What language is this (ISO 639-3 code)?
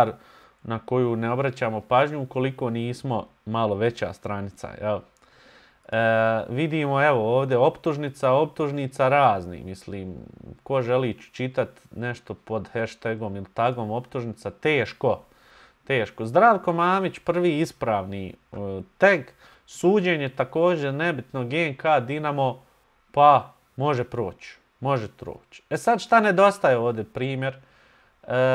bos